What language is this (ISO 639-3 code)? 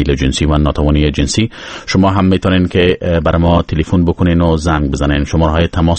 fas